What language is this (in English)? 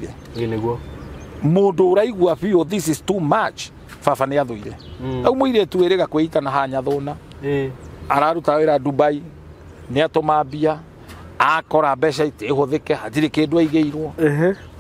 Kikuyu